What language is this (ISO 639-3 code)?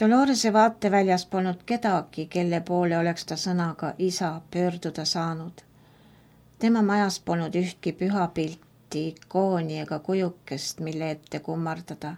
est